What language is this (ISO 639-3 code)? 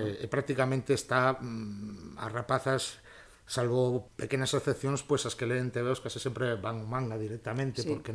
glg